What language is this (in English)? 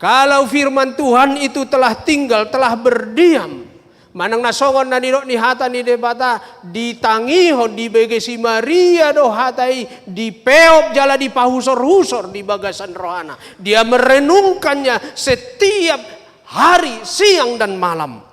Batak Toba